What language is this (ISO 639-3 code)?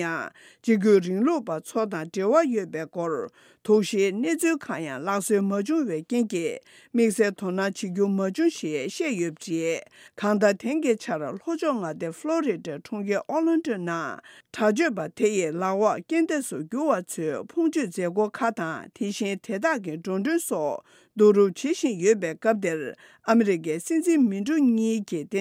bod